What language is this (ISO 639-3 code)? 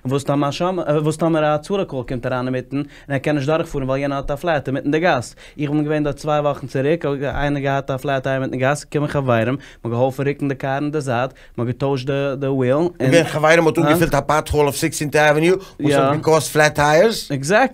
yid